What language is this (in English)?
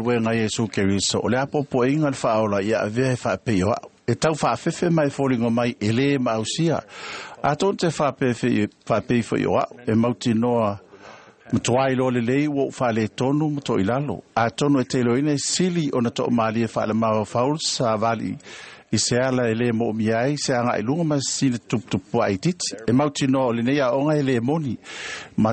Samoan